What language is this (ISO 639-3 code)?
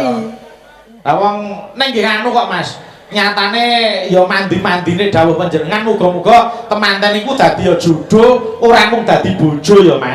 jav